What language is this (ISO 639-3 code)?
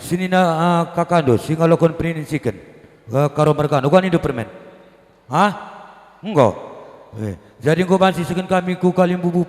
btx